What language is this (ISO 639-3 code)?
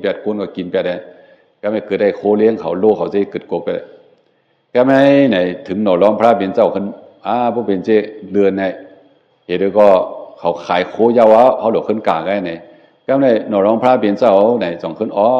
shn